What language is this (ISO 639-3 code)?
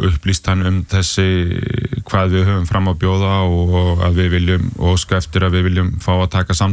isl